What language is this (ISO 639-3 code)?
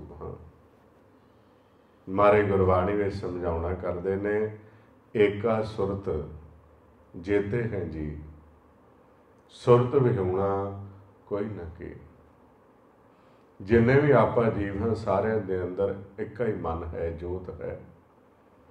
pan